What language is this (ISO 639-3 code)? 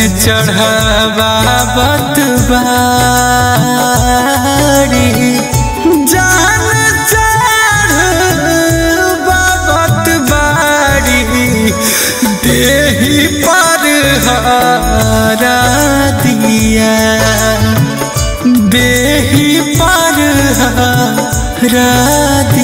bho